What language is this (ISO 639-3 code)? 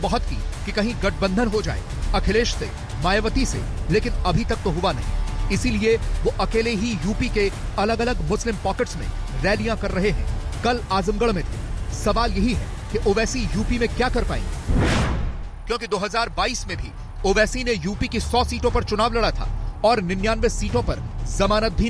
hin